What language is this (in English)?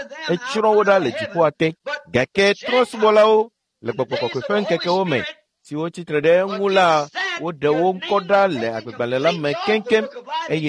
Ewe